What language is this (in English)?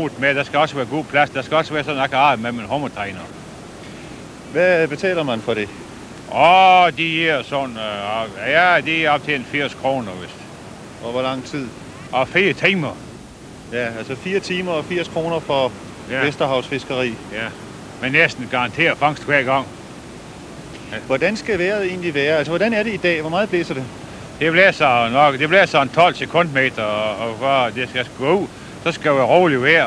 Danish